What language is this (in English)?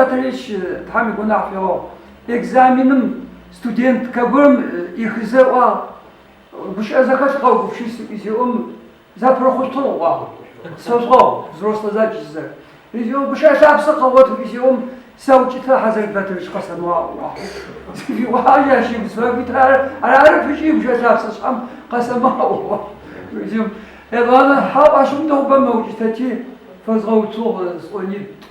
Adyghe